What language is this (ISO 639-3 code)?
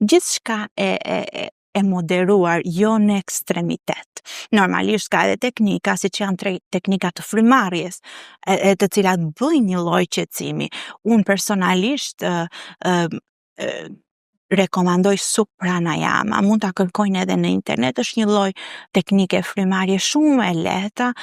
sqi